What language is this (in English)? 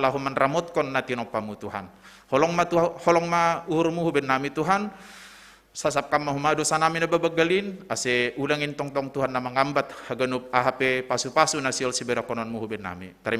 Batak Simalungun